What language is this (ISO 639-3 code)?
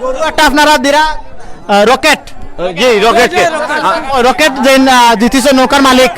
syl